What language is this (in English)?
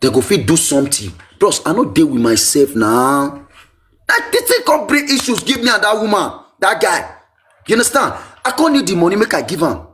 Nigerian Pidgin